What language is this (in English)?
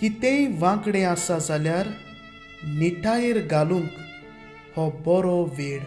Konkani